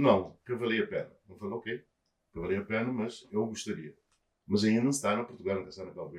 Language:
Kabuverdianu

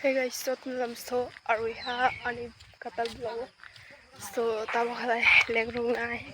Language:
Kok Borok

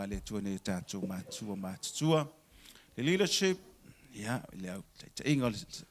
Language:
Samoan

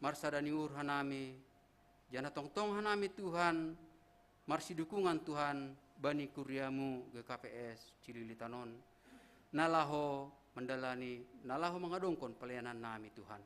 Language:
Batak Simalungun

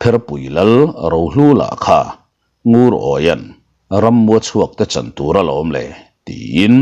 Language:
Mizo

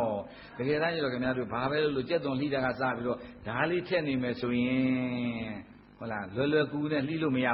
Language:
Burmese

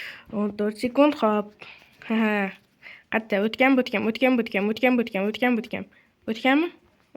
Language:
Uzbek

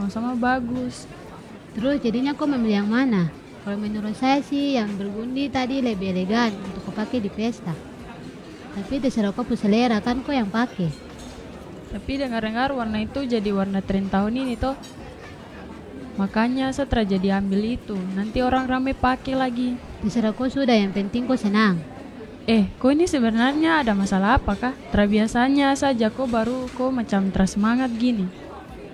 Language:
Indonesian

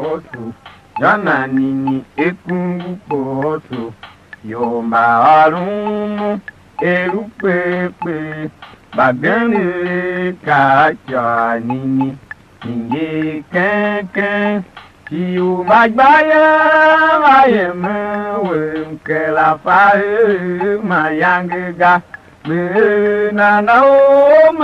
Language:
Tiv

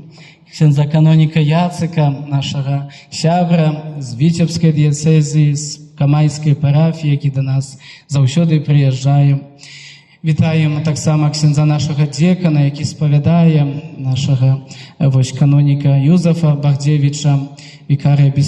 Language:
Belarusian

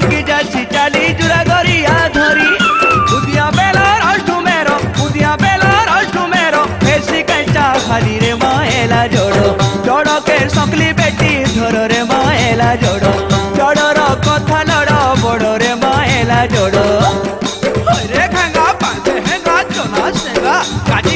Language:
Sambalpuri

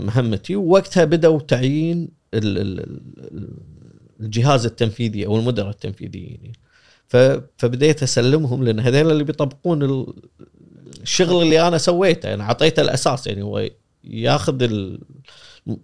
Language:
Gulf Arabic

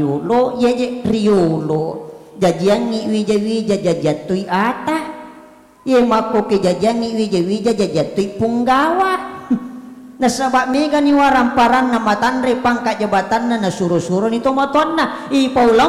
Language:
Buginese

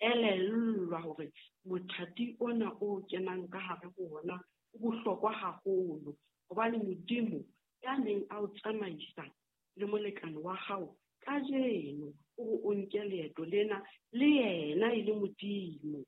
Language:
Southern Sotho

